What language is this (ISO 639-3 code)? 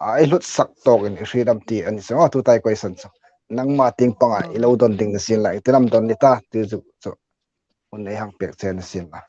hmr